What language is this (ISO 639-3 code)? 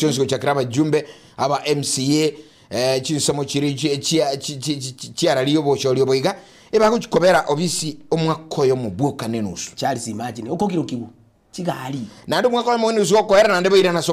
guz